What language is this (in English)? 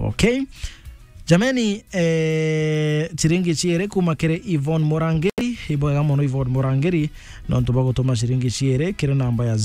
Meru